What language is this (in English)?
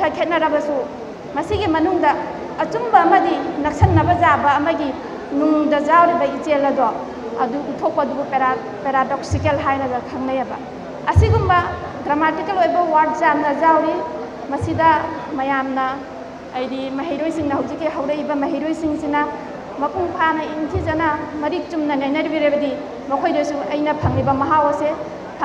Manipuri